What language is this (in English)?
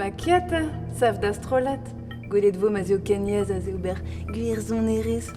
Breton